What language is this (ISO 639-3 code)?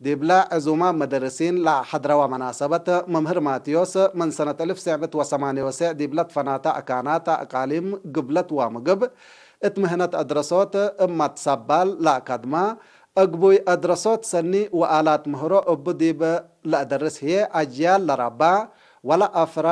tig